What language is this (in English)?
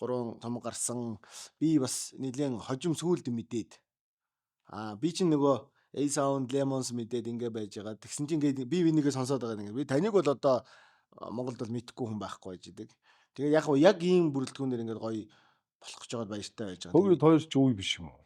Mongolian